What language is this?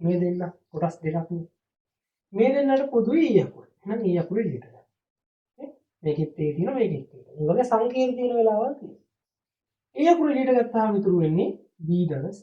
Sinhala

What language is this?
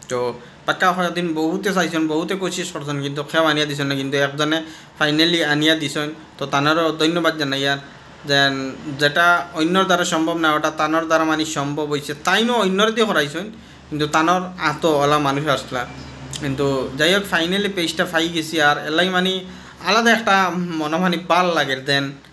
Sylheti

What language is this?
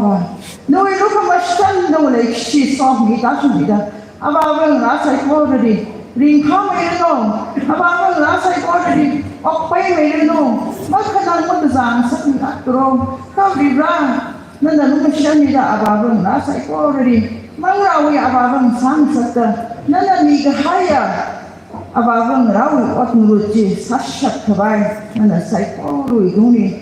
Tangkhul Naga (India)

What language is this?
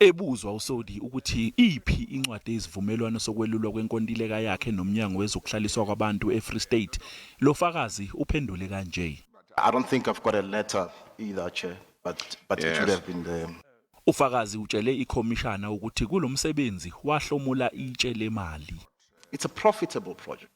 Zulu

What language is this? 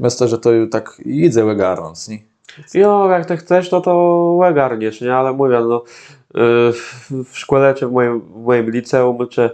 Kashubian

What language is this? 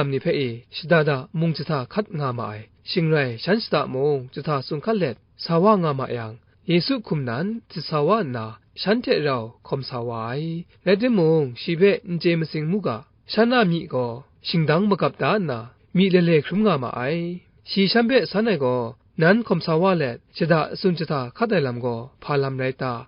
Kachin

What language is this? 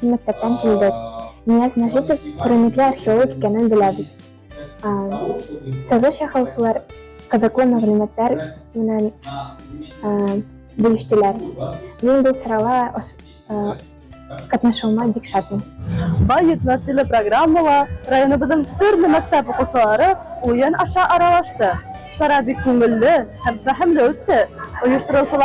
Bashkir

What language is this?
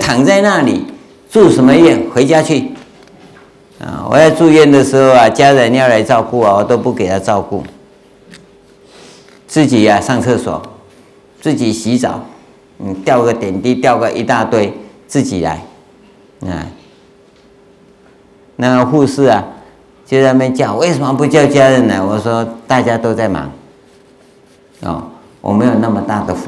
Chinese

